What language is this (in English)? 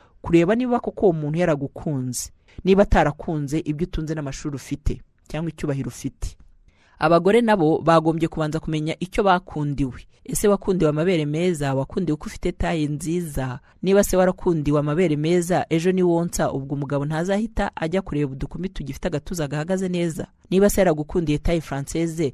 Kinyarwanda